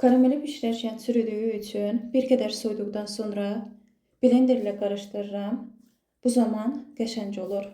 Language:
Azerbaijani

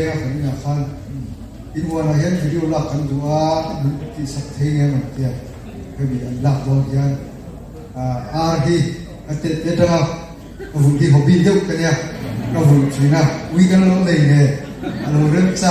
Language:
Mizo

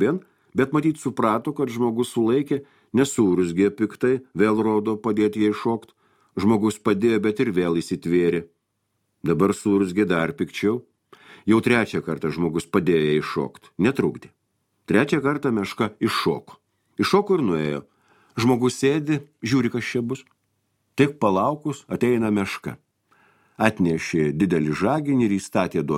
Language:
Lithuanian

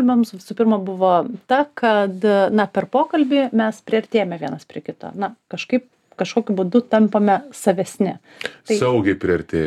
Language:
Lithuanian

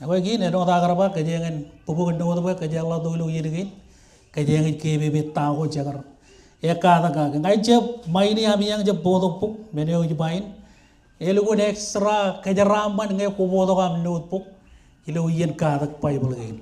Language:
Marshallese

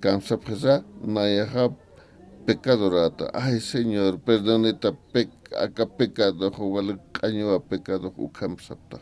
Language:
Aymara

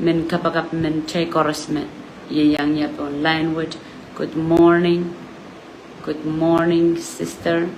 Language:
Pohnpeian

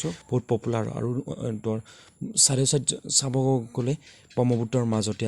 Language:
Assamese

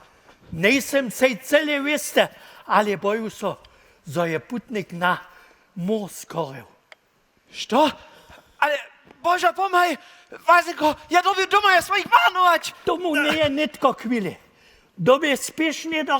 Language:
Upper Sorbian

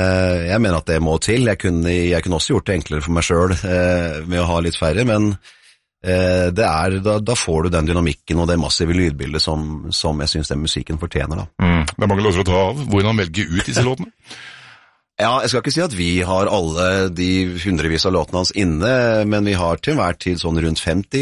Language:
Norwegian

